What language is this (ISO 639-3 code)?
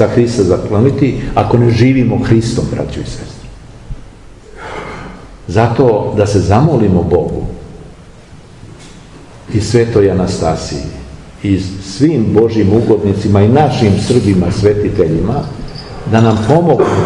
srp